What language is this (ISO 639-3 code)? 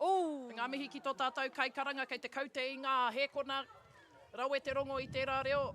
mri